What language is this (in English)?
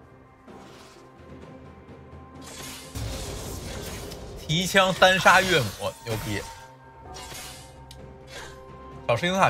Chinese